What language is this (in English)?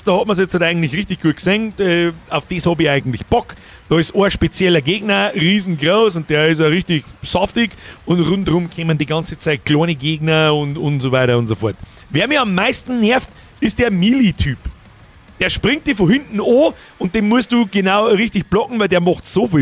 Bavarian